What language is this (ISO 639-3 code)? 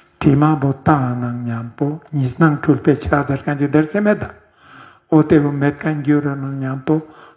lbj